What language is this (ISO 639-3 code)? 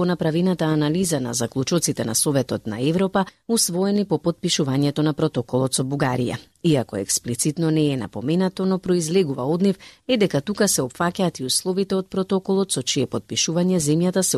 mkd